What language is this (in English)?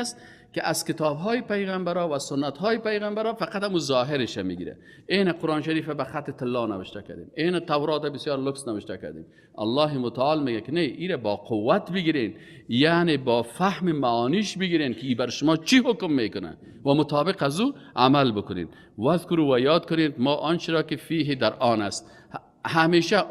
Tajik